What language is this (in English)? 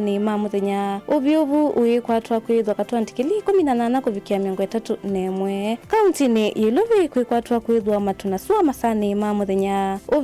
Kamba